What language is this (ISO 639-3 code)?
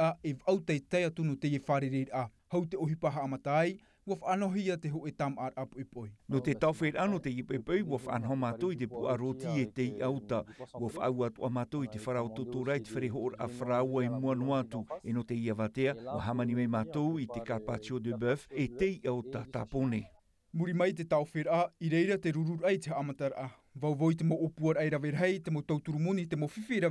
tah